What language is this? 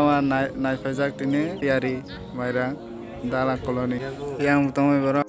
Kok Borok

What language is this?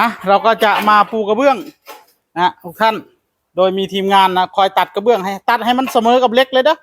Northeastern Thai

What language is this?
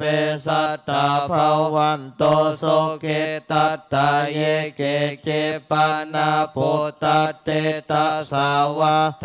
Pali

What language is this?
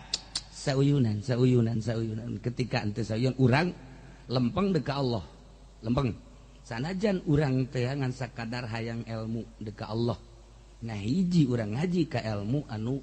Sundanese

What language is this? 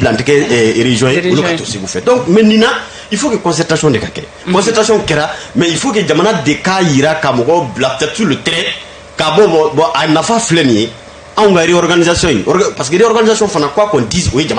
Bambara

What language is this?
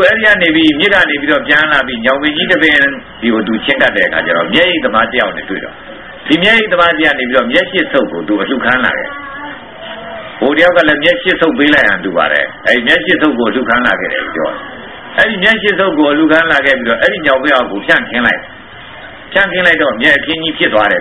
Burmese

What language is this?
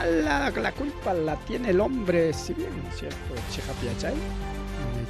Ayacucho Quechua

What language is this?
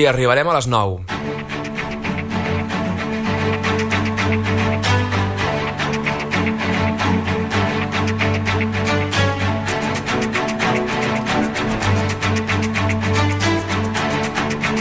Catalan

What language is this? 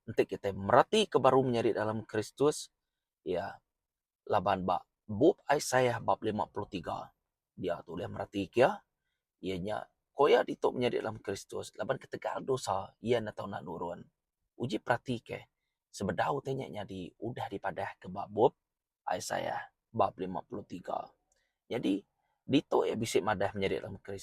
Iban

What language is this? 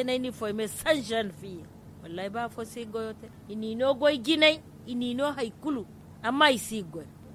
Zarma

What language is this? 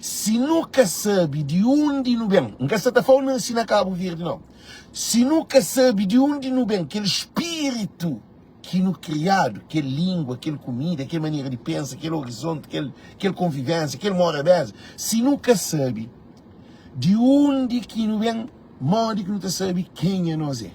Kabuverdianu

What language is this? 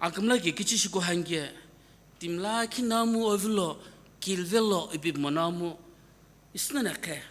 Sumi Naga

